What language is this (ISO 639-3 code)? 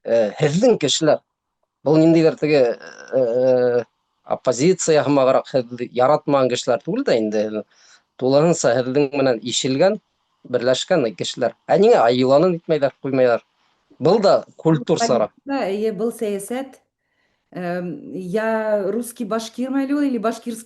bak